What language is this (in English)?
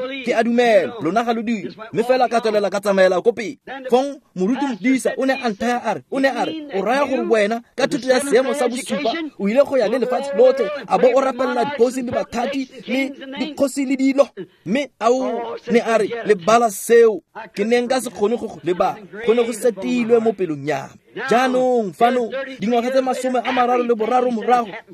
Tswana